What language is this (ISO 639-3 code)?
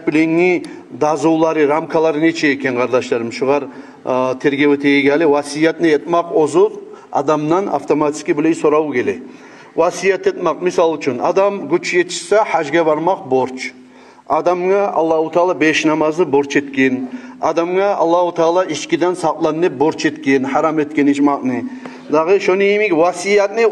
kum